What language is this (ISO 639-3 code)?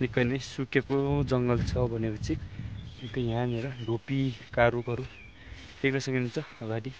nep